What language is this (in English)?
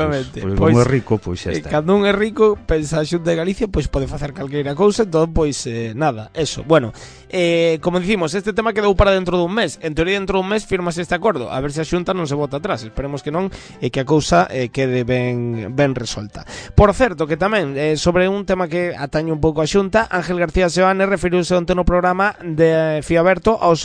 Galician